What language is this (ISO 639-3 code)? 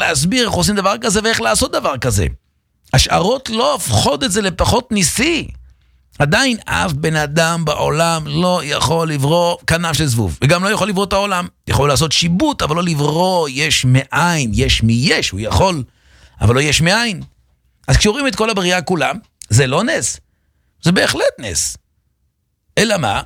heb